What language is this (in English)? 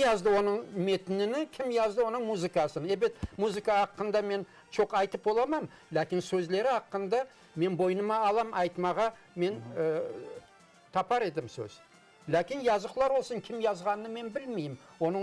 Crimean Tatar